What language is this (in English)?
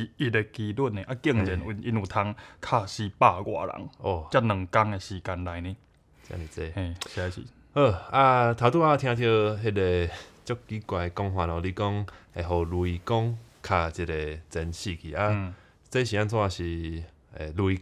Min Nan Chinese